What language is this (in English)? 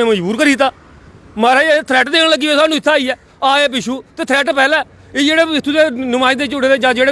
Dogri